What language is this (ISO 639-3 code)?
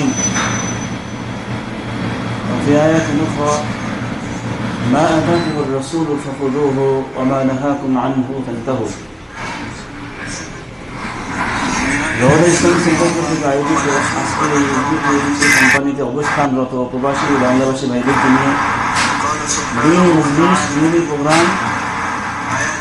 ben